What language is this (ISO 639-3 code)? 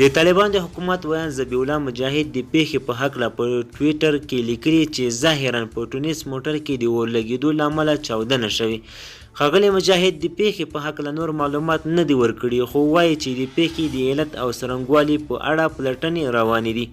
pus